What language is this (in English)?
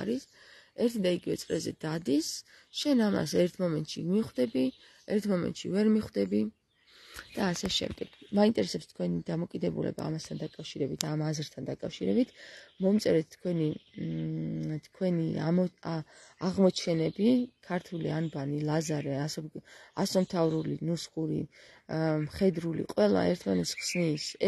Georgian